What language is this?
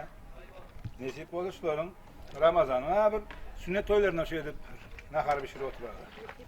Turkmen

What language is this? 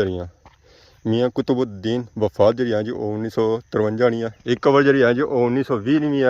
Pahari-Potwari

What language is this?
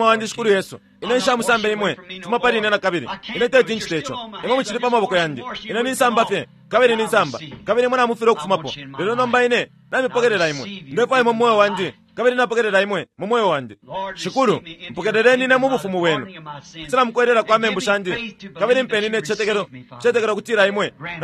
Bemba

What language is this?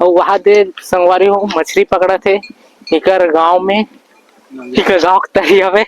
Chhattisgarhi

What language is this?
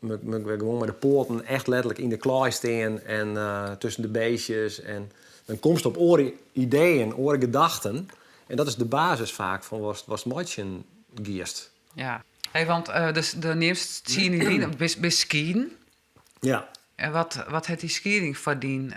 Western Frisian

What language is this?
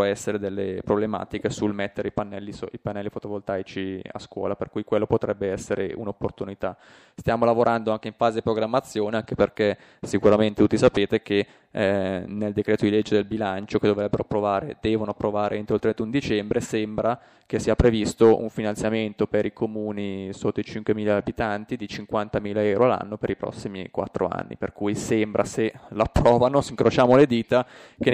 Italian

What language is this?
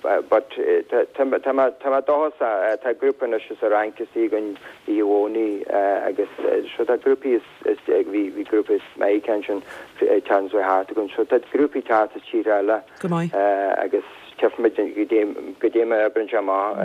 Irish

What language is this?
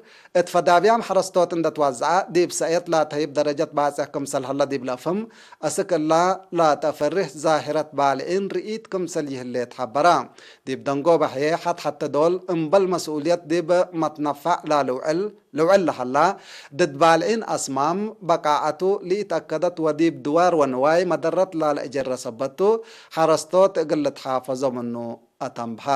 Tigre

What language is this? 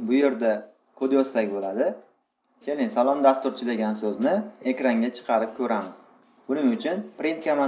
Uzbek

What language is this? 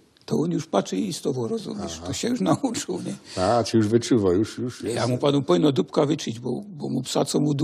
Silesian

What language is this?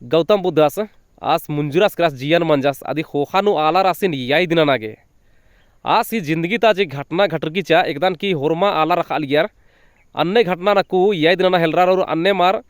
Kurukh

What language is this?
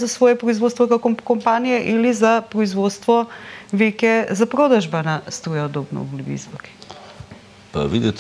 Macedonian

